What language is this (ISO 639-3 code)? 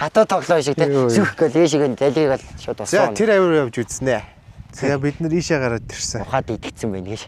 mon